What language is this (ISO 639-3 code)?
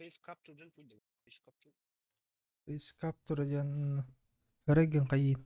sah